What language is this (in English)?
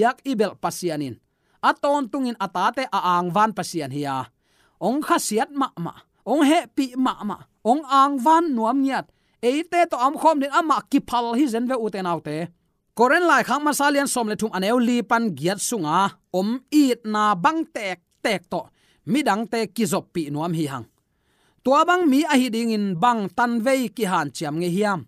Tedim Chin